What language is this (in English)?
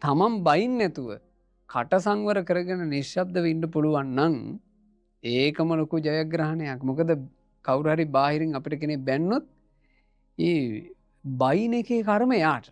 Sinhala